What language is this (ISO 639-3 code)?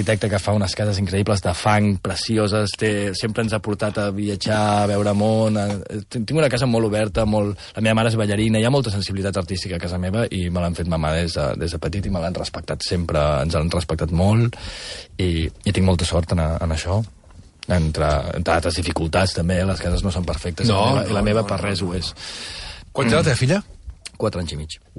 cat